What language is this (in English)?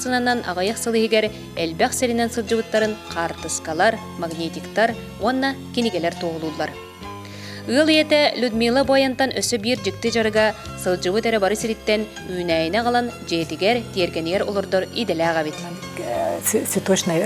Yakut